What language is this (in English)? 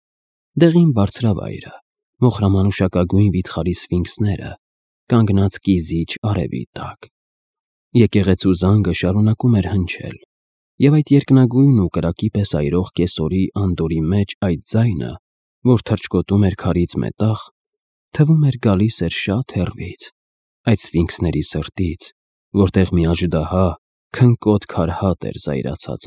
Armenian